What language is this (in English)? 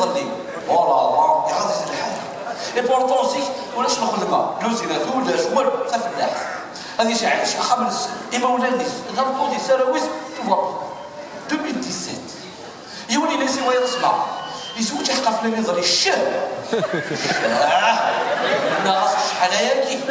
Kabyle